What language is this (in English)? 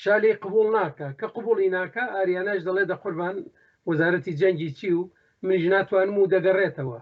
Central Kurdish